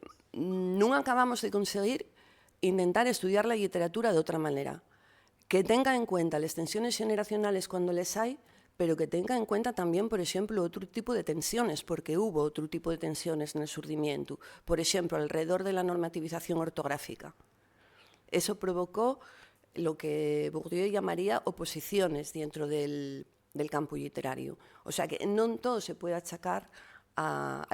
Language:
Asturian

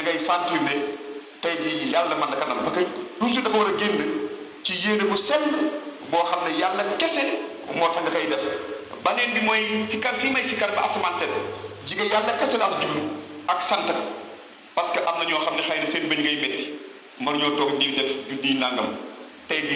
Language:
Wolof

